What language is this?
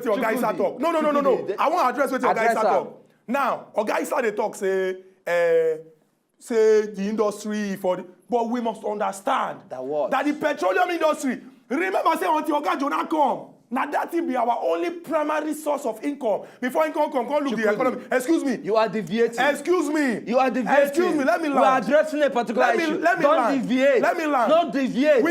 Nigerian Pidgin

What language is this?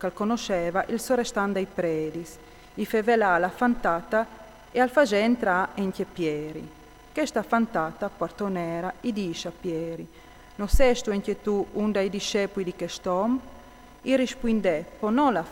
Friulian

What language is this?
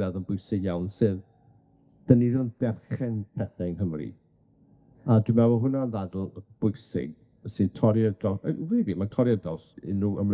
Welsh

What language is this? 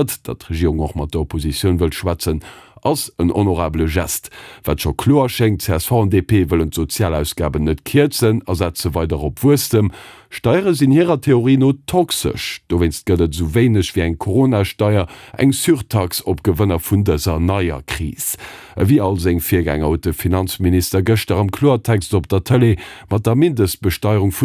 Luxembourgish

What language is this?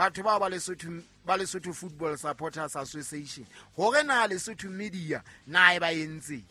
Southern Sotho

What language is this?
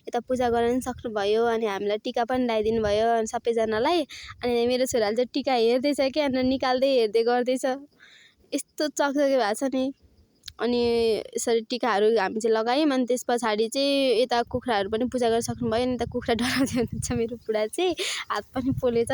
Nepali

